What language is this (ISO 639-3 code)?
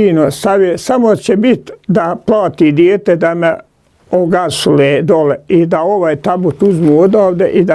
bos